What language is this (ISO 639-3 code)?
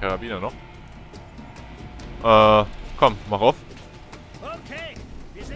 deu